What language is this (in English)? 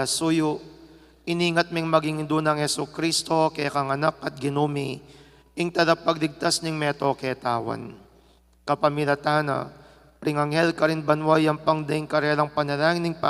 Pampanga